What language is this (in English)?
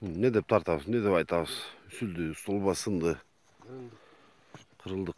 Kyrgyz